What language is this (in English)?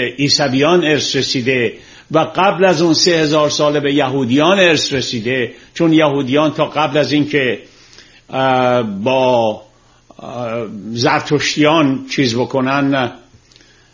Persian